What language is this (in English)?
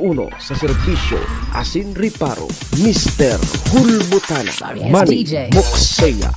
Bikol